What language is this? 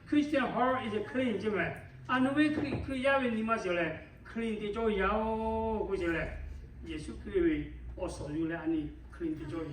Lahu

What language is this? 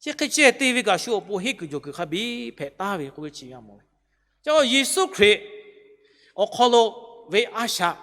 Lahu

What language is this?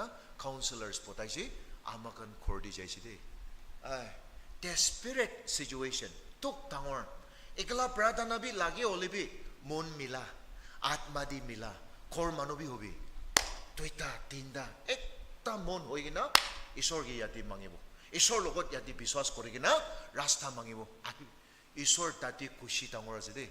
Naga Pidgin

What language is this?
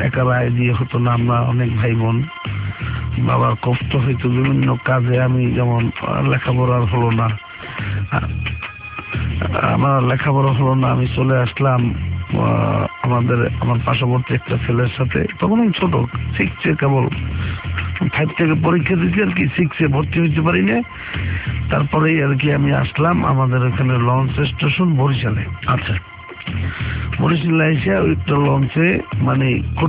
Bangla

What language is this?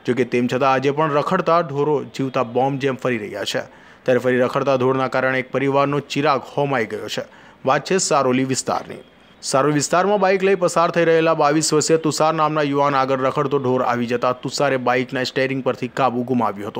Gujarati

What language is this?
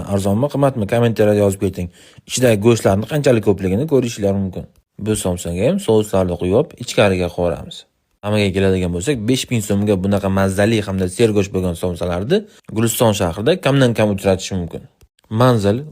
Uzbek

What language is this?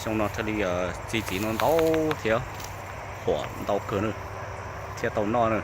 Hmong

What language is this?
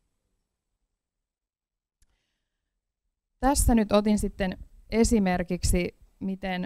Finnish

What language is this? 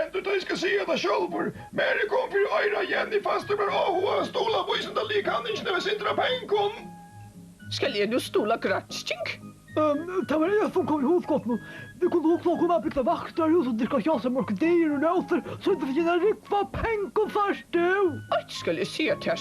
Faroese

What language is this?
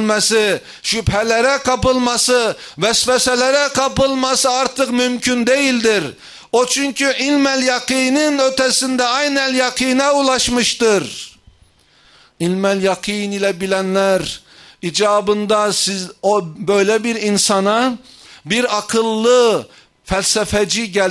Turkish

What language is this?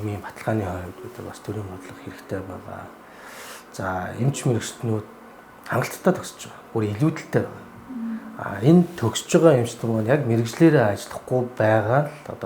Mongolian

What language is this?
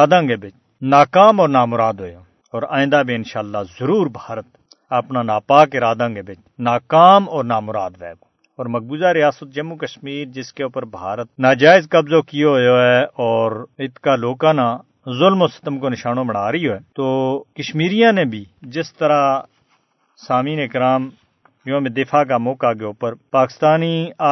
Gujari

